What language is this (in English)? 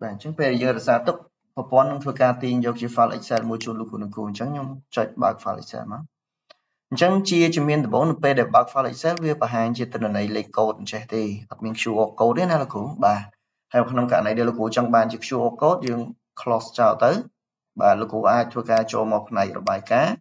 Khmer